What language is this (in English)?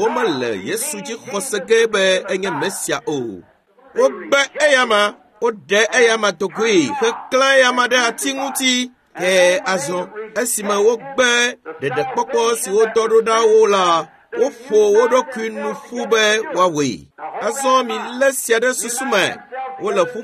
Ewe